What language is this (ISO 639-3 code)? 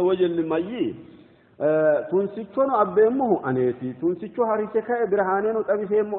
sid